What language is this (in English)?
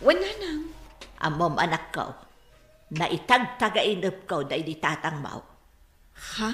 Iloko